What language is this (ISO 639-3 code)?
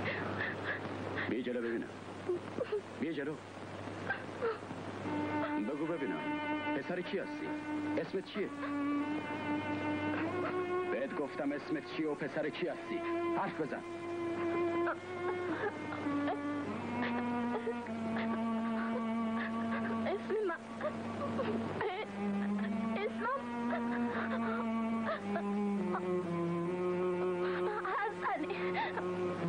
fas